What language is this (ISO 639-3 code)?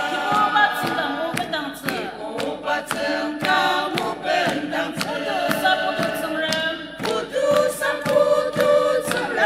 njo